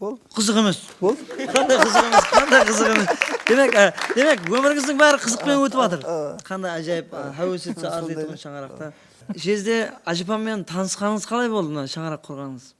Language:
Kara-Kalpak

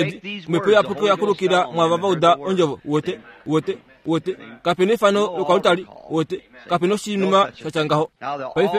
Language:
Kuanyama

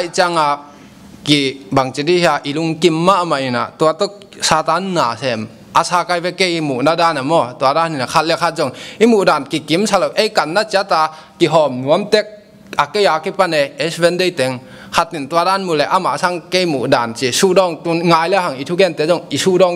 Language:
Tedim Chin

